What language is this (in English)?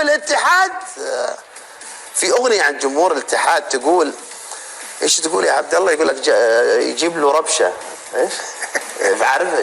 Egyptian Arabic